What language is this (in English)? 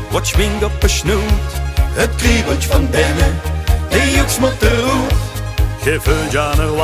Limburgish